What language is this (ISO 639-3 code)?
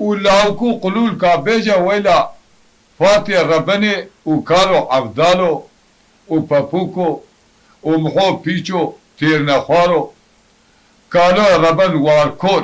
kur